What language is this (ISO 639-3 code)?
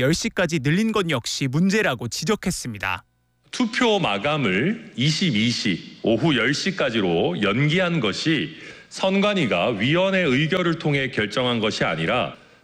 kor